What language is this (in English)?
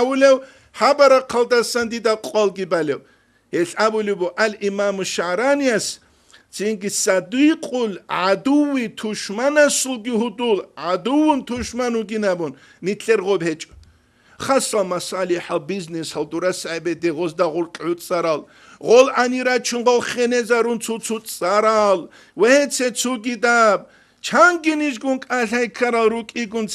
Avaric